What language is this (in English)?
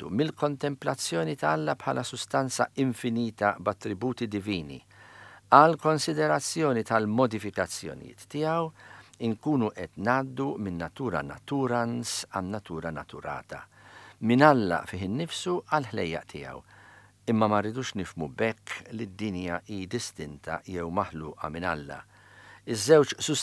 Maltese